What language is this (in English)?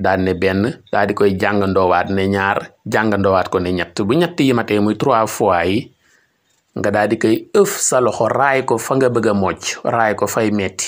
Wolof